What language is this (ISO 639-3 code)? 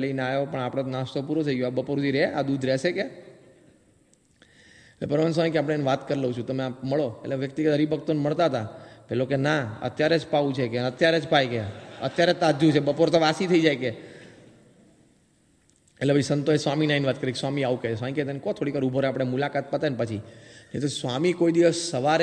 guj